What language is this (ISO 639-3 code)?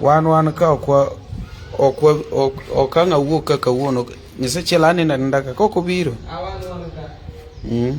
luo